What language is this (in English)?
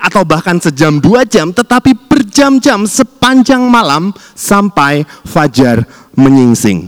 Indonesian